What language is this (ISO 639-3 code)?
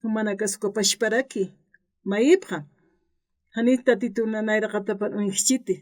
aym